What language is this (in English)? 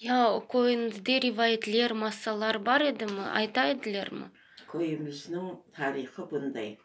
Crimean Tatar